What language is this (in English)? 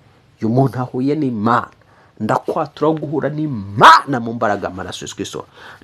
Kinyarwanda